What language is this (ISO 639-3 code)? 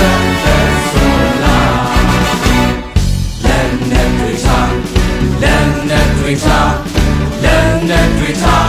mya